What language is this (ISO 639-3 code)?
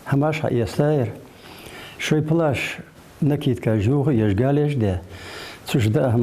inh